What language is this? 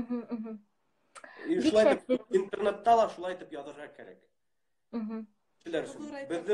Bashkir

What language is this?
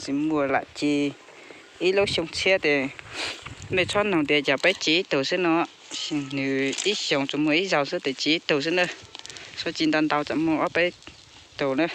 Hmong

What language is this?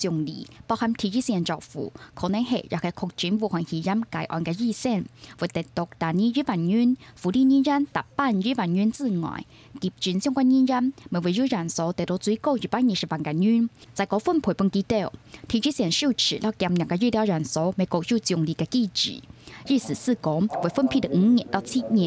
Hakka Chinese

